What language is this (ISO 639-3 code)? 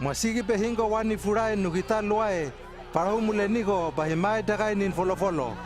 lml